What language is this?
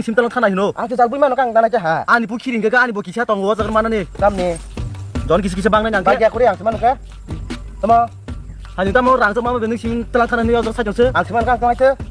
Kok Borok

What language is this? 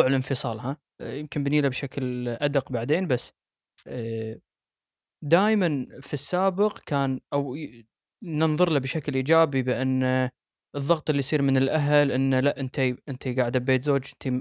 Gulf Arabic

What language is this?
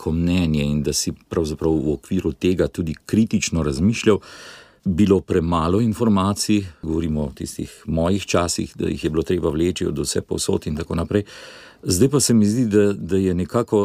Slovenian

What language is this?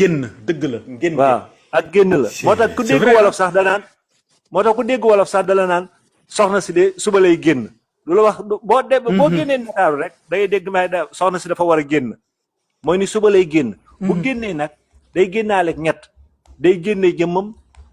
Wolof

